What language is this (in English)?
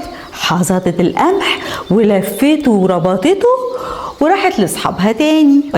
Egyptian Arabic